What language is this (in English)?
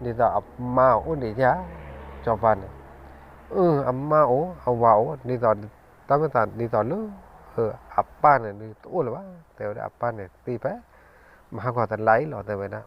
S'gaw Karen